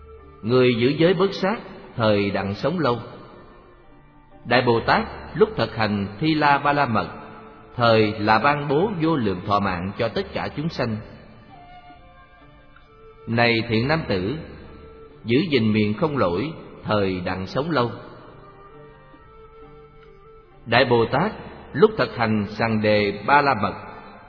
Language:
Vietnamese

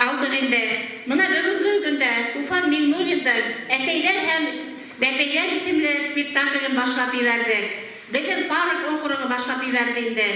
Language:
Bashkir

